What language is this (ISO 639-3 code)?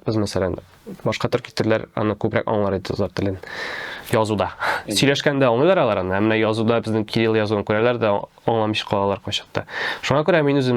tat